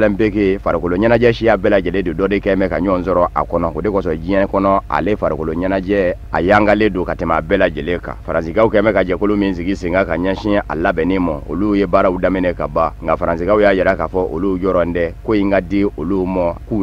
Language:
Bambara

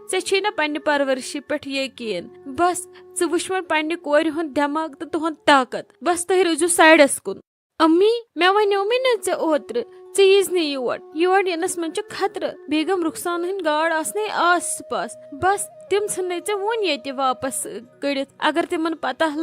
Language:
Kashmiri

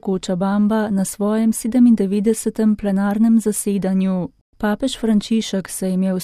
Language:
Slovenian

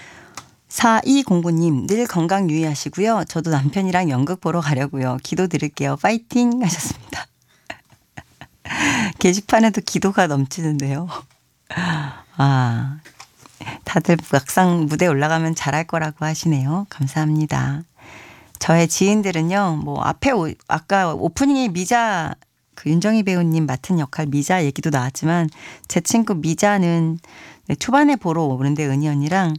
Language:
Korean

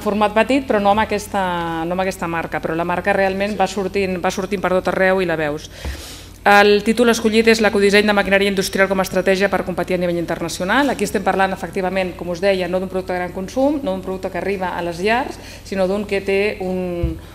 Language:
Catalan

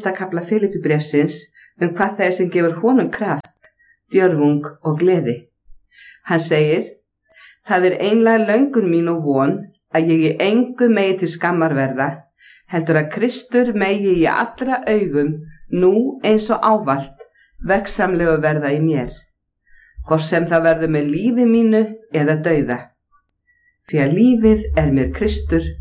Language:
Icelandic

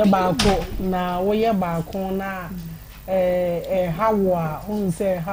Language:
Akan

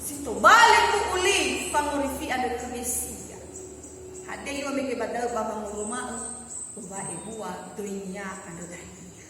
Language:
Nias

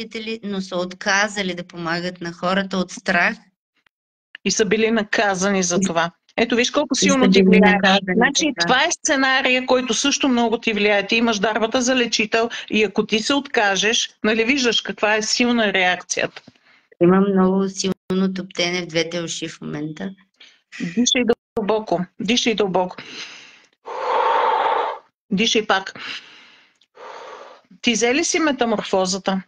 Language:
Bulgarian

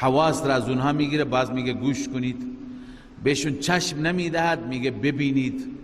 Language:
Persian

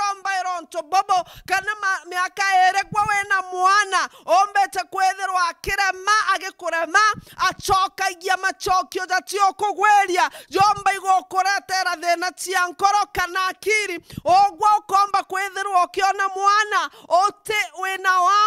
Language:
Meru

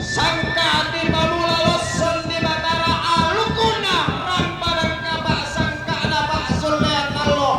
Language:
Toraja-Sa'dan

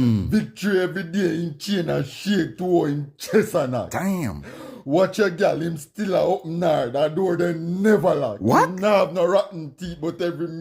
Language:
Jamaican Creole English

